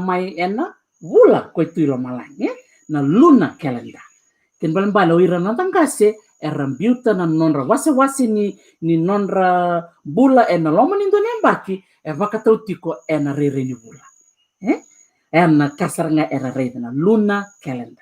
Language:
Fijian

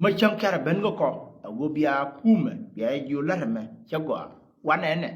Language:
Nuer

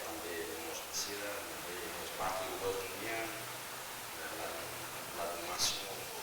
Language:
Tetum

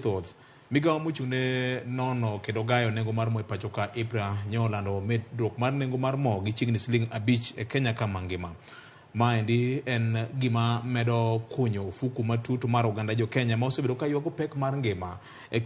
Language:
Luo (Kenya and Tanzania)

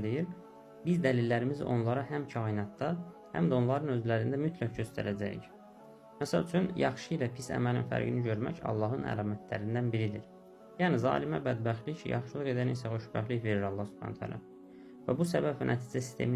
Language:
Azerbaijani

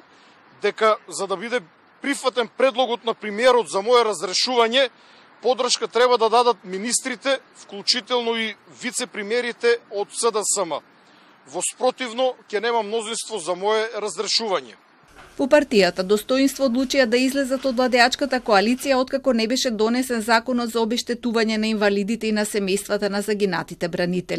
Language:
Macedonian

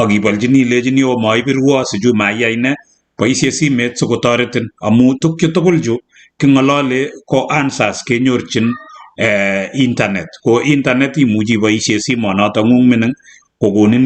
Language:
Kalenjin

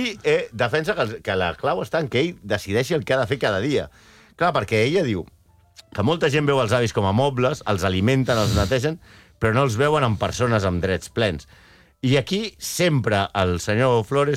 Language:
Catalan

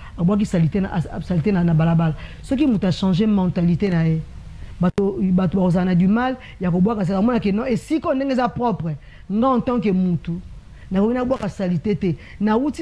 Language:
Lingala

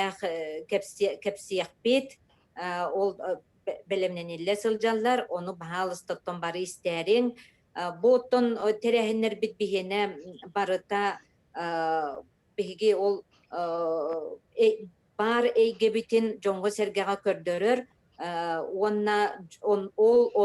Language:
Yakut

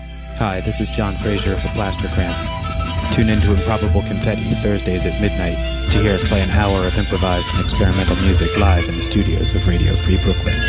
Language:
English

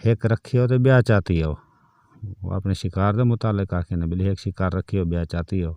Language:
Saraiki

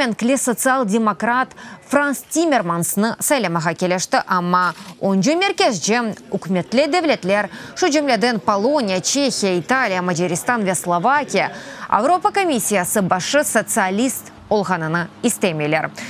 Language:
Crimean Tatar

